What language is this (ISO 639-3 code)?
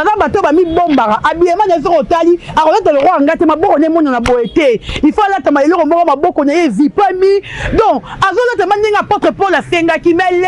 lin